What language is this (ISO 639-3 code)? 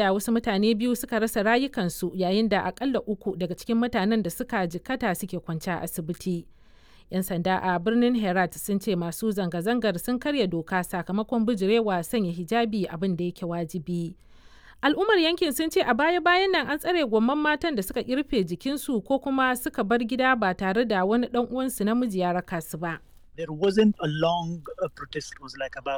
hau